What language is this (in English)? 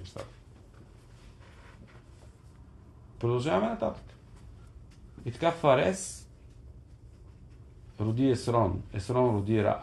Bulgarian